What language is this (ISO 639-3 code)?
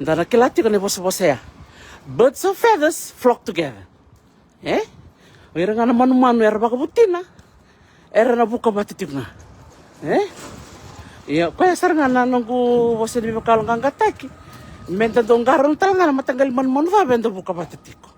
fij